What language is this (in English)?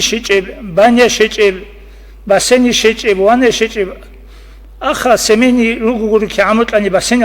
Avaric